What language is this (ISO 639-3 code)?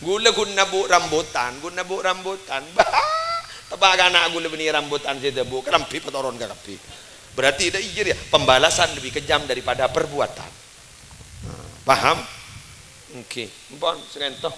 mad